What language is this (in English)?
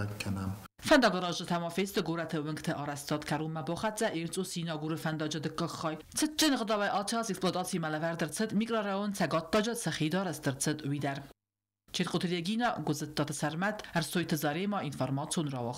Ossetic